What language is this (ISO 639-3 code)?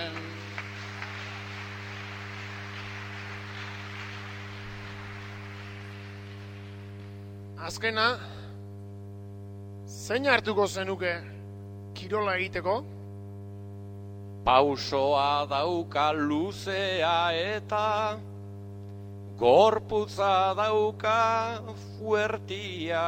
eus